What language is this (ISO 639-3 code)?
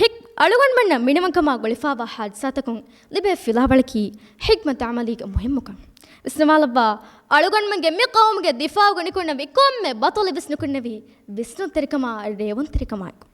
div